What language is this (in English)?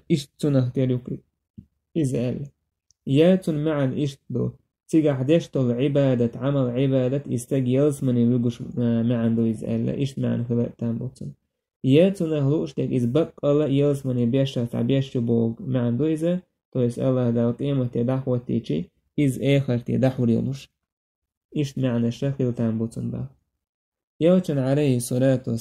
Chechen